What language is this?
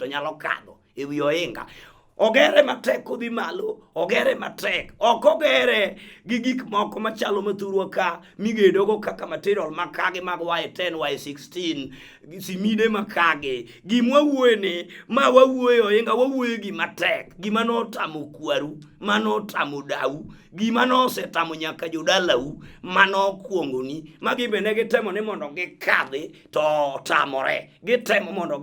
Luo (Kenya and Tanzania)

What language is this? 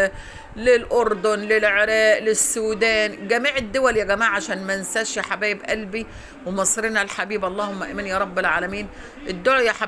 Egyptian Arabic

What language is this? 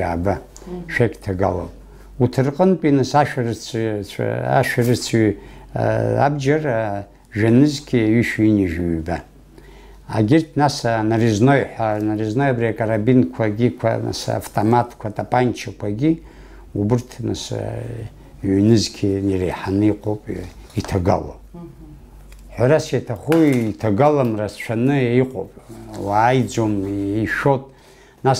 Abkhazian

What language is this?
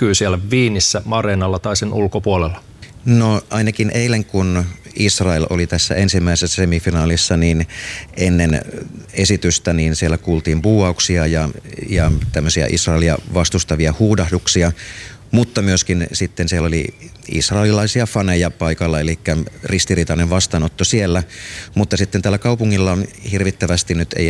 Finnish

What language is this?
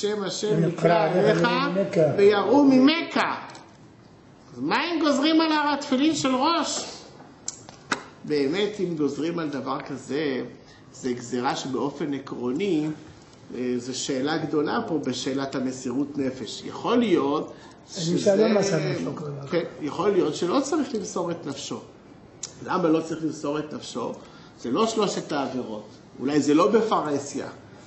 Hebrew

